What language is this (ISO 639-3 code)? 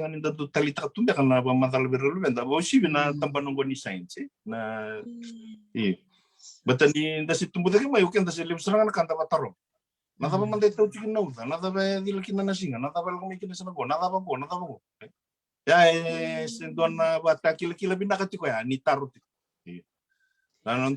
fij